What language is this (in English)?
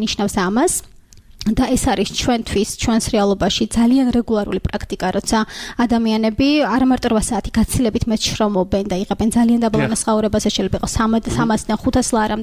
Georgian